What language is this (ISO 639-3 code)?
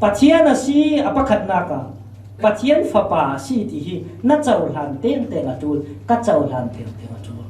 cfm